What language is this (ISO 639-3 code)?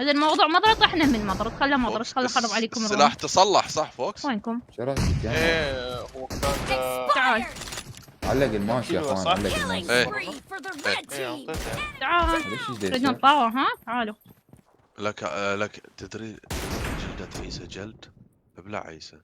acm